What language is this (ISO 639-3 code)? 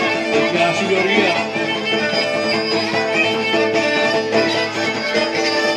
ell